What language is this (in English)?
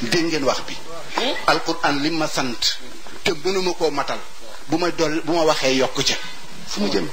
Wolof